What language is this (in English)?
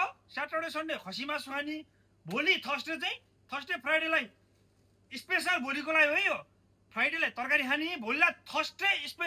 Nepali